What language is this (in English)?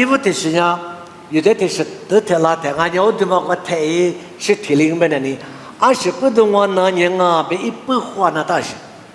Lisu